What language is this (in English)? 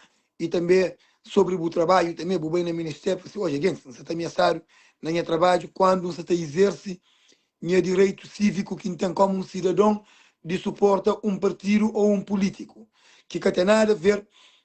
Kabuverdianu